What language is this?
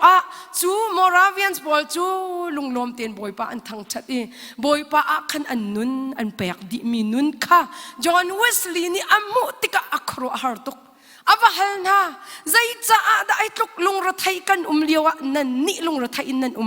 Hakha Chin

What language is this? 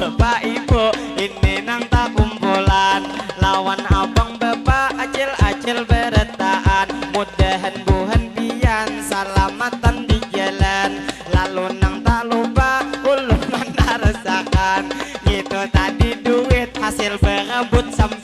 Banjar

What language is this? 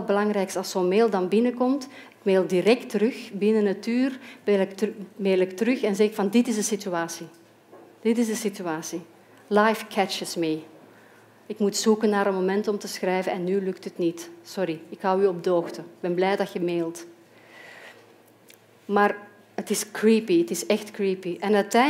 Dutch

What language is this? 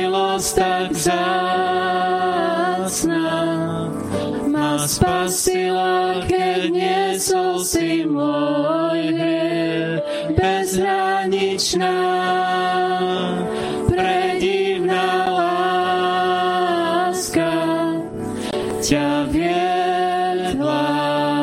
Slovak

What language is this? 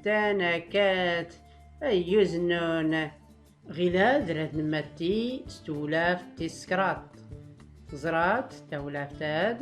Tachelhit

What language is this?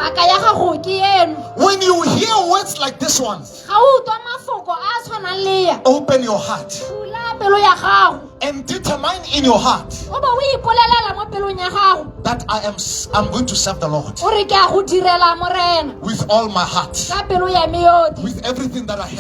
Tswana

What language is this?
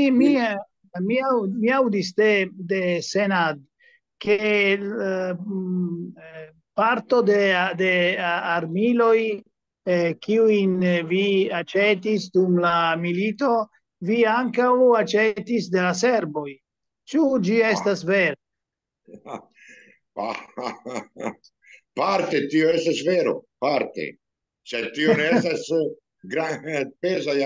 Esperanto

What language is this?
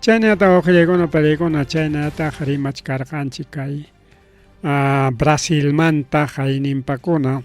Ayacucho Quechua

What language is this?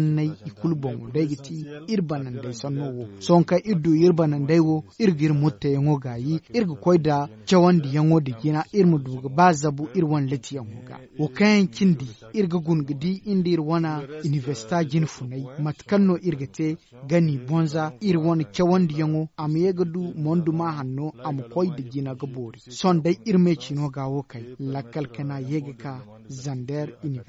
Zarma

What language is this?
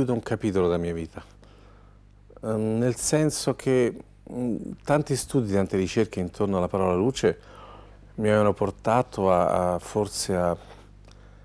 Italian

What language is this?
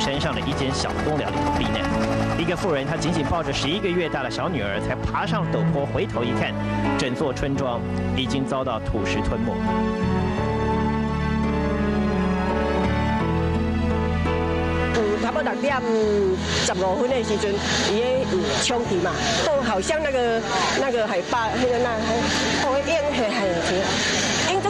Chinese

